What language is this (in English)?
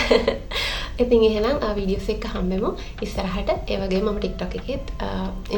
Sinhala